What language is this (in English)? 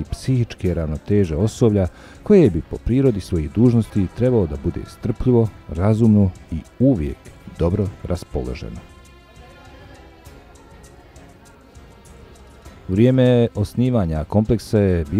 Bosnian